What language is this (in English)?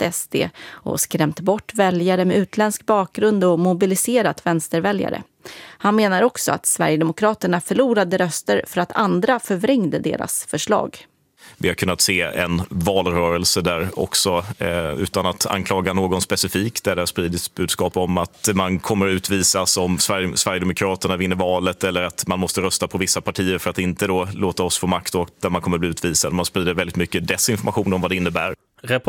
Swedish